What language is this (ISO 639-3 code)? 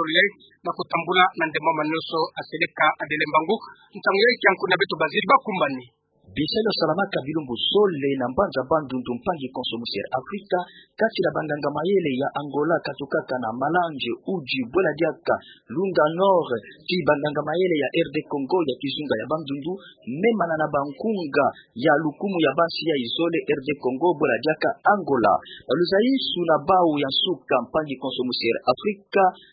ktu